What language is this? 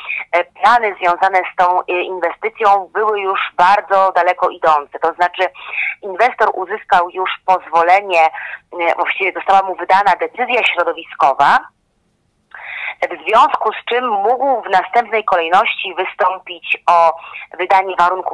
Polish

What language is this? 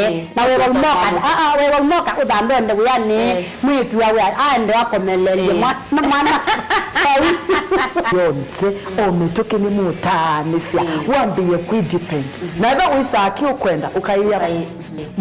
Kamba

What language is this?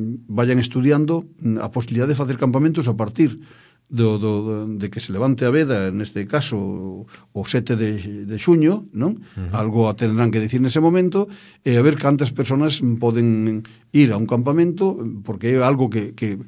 Galician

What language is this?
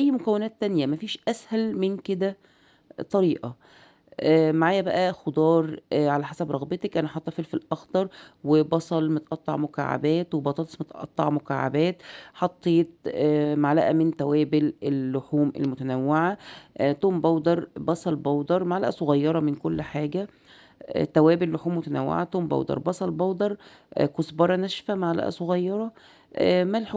Egyptian Arabic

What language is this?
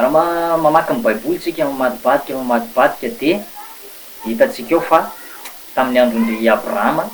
Malagasy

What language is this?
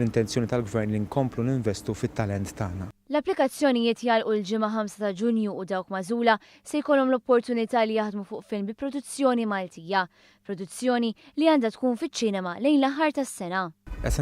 Maltese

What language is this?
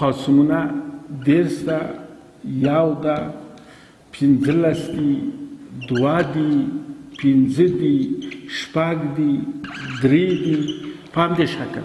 Pashto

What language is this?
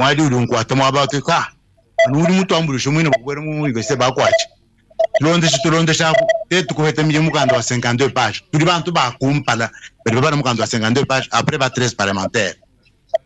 Luba-Lulua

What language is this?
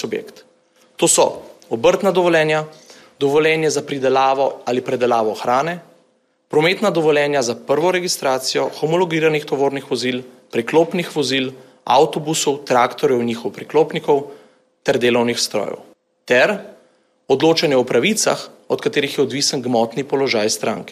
Slovenian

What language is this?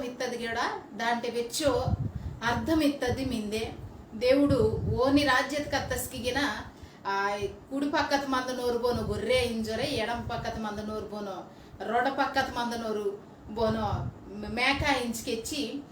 Koya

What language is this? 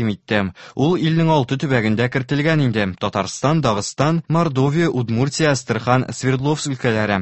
Tatar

